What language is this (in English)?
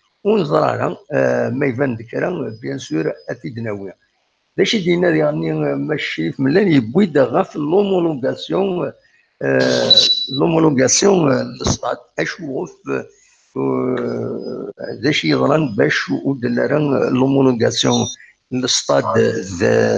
Kabyle